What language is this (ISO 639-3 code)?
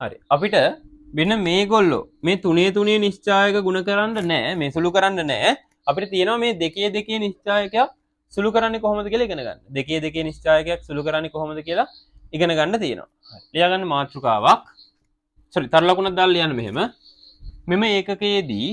sin